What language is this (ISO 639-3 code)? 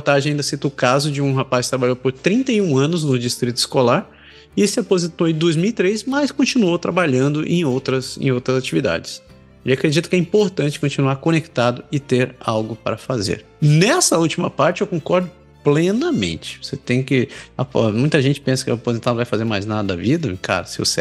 por